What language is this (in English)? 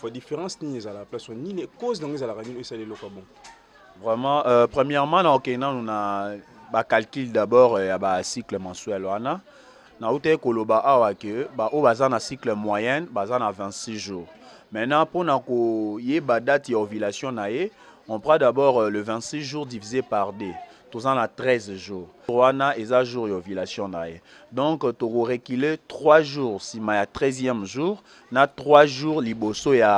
Lingala